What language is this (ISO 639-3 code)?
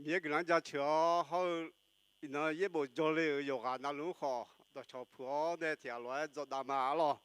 ahk